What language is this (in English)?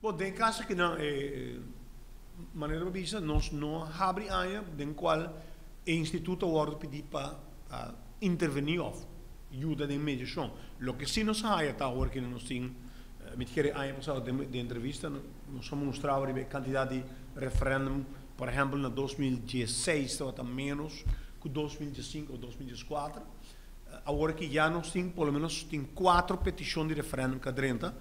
Papiamento